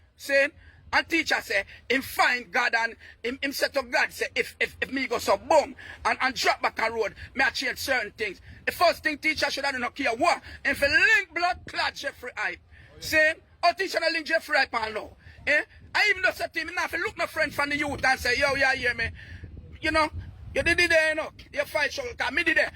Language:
Jamaican Creole English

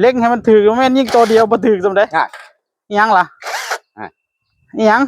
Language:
Northeastern Thai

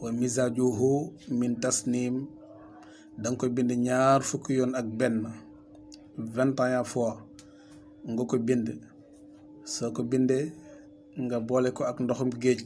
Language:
Wolof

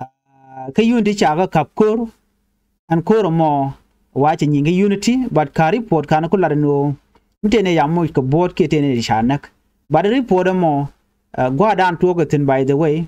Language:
Nuer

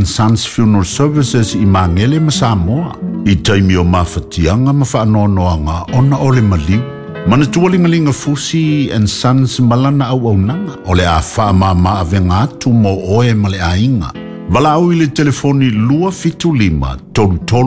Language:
Samoan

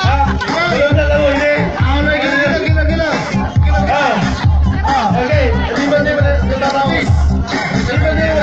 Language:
Pangasinan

